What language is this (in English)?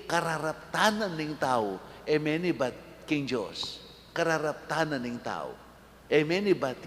Pampanga